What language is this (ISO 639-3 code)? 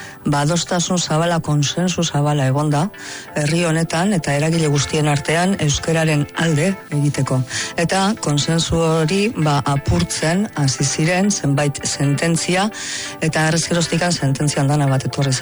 eus